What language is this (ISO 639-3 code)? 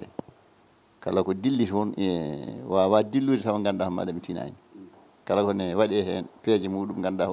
ful